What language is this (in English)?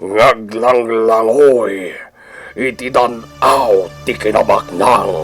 Iloko